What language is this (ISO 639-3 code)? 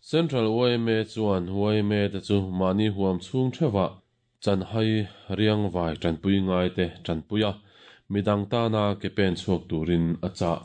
lus